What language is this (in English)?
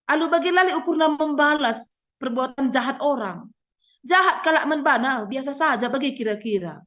Batak Karo